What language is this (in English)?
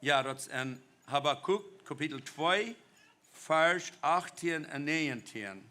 Plautdietsch